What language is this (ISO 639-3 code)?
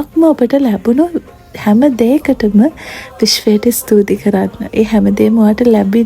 sin